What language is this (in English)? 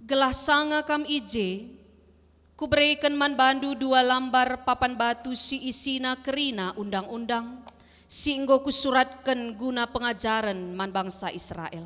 Batak Karo